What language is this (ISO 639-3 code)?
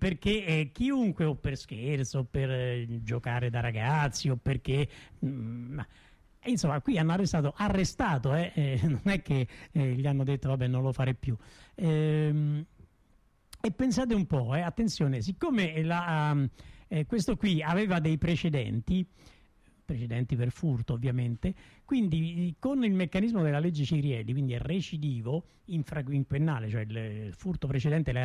ita